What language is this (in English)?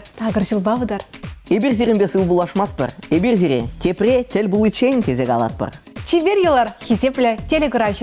Chuvash